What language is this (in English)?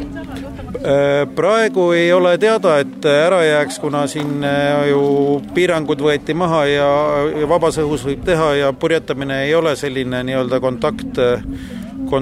Estonian